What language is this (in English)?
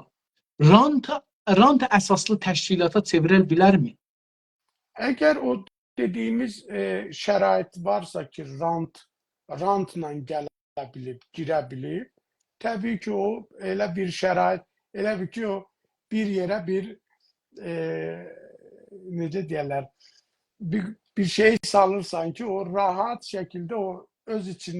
South Azerbaijani